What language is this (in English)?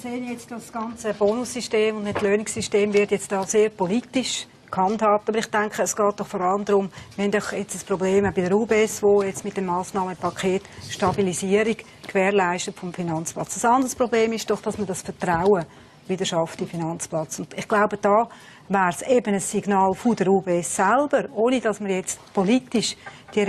Swiss German